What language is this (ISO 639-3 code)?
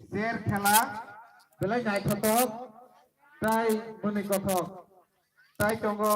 trp